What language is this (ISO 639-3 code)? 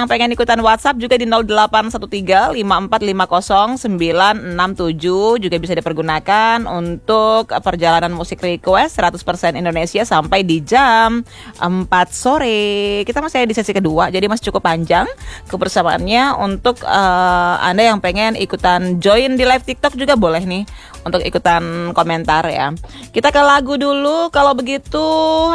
ind